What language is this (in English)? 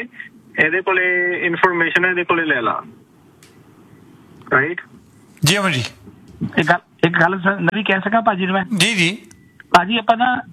Punjabi